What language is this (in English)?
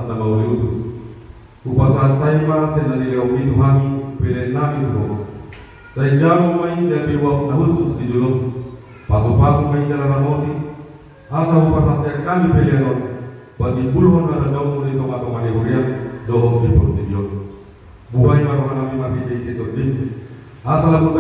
Batak Toba